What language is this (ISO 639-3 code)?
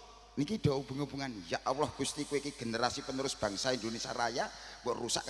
jav